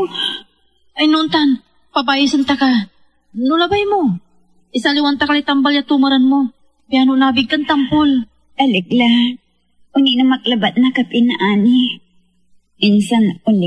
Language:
Pangasinan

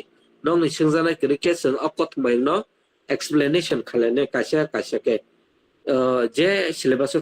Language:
Kok Borok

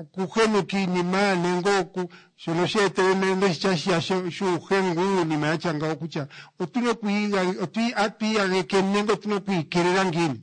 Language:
Kuanyama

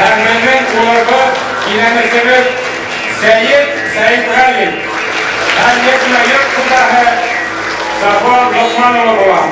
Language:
Bashkir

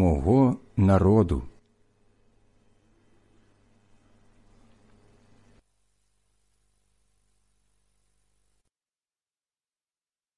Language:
Ukrainian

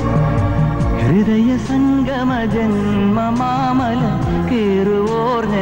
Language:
Malayalam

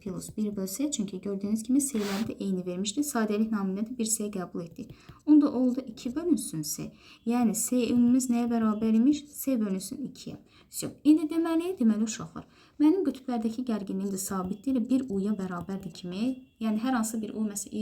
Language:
Azerbaijani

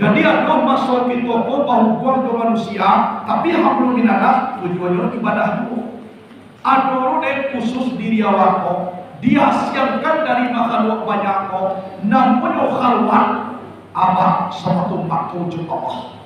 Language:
Minangkabau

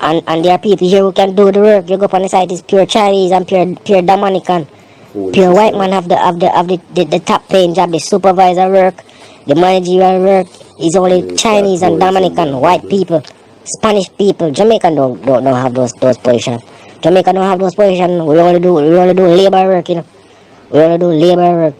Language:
Jamaican Creole English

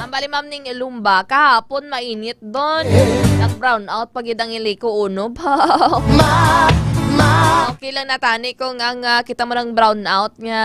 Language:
Hiligaynon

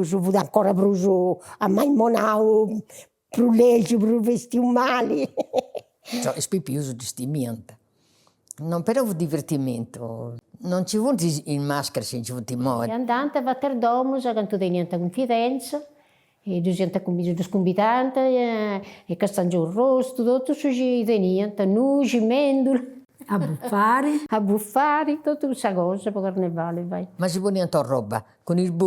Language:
Sardinian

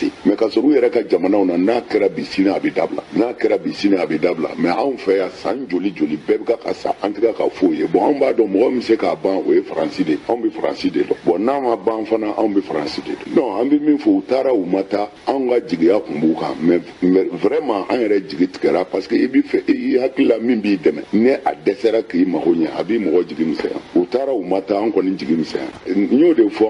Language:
Bambara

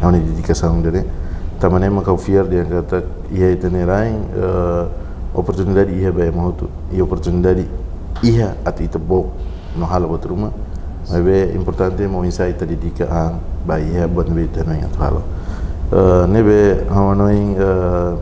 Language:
Tetum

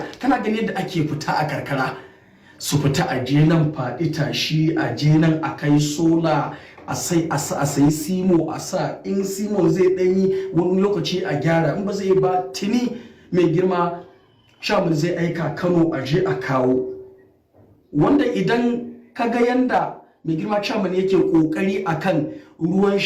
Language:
Hausa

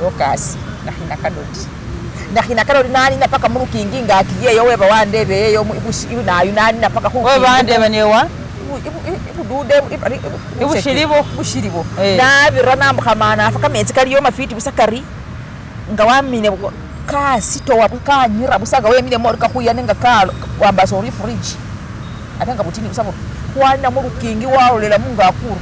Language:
Masaaba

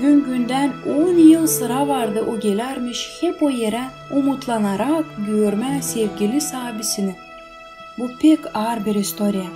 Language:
Gagauz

